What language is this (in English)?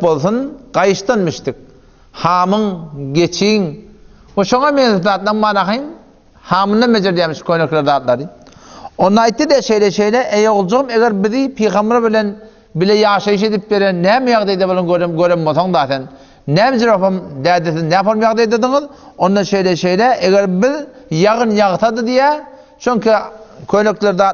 Turkmen